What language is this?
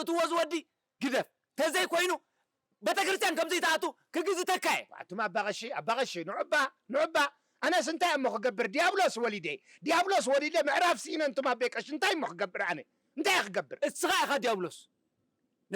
Tigrinya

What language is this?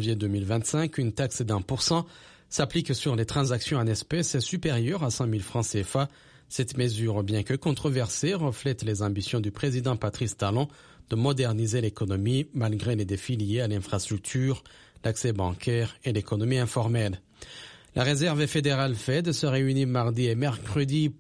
French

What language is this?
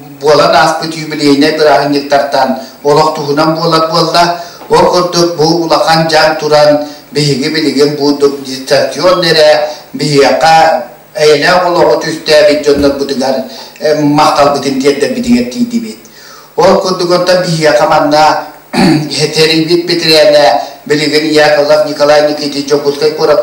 Yakut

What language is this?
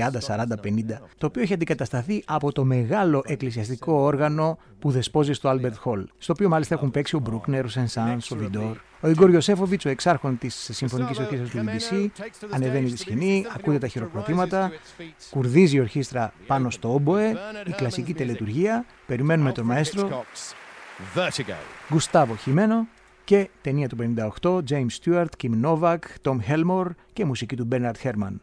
Greek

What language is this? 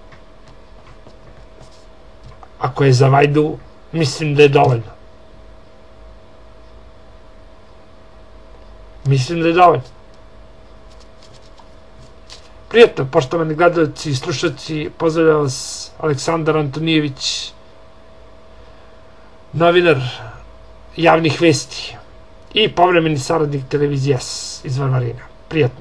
Serbian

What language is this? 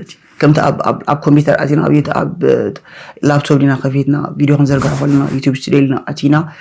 Tigrinya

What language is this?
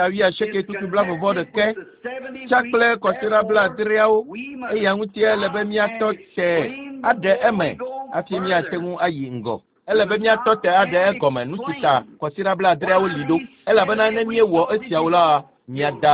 Ewe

